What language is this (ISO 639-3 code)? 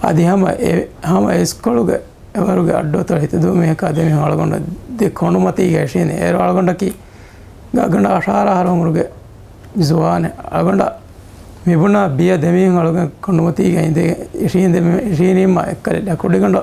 div